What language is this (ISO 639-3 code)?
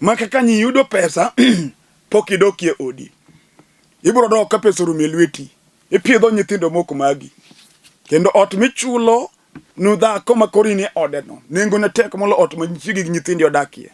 luo